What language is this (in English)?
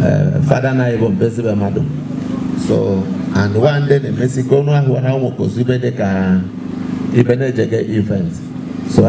Igbo